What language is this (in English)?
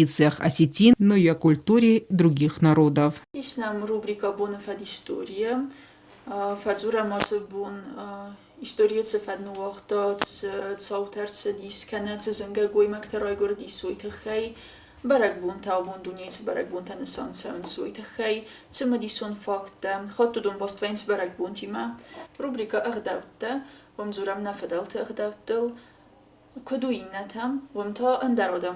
Ossetic